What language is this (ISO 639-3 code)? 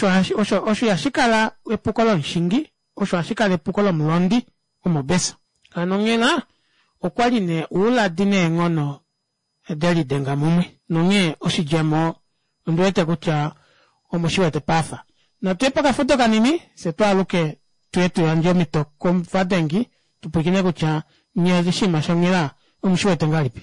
kua